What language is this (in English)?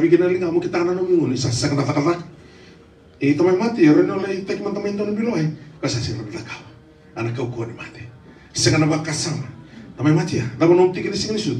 Fijian